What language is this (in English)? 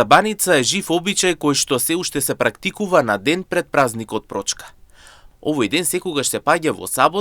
Macedonian